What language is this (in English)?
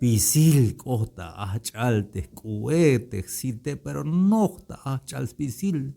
Tzeltal